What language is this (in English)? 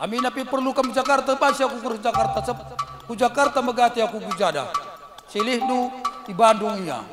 Batak Karo